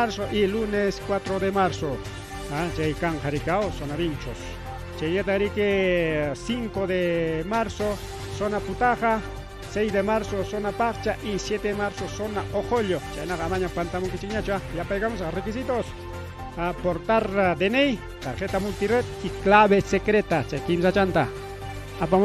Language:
Ayacucho Quechua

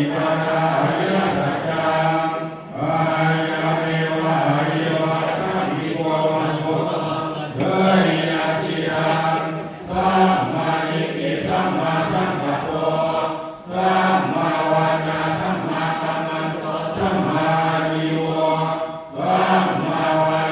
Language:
Pali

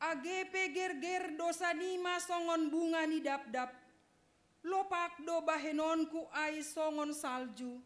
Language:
Batak Simalungun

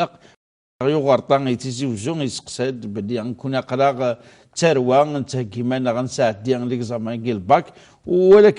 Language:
Kabyle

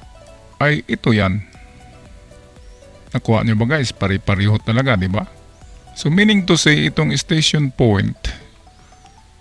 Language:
Filipino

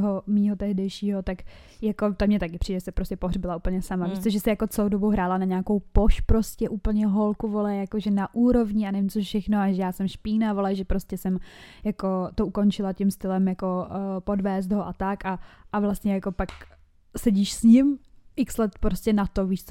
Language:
Czech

